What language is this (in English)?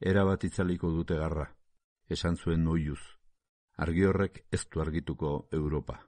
Basque